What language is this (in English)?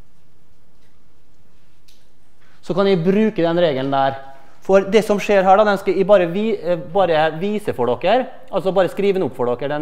Norwegian